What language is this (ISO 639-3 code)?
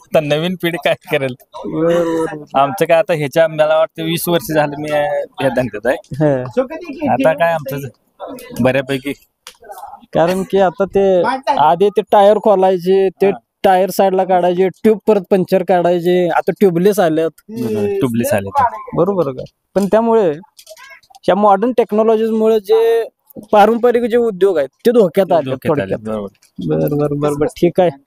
mar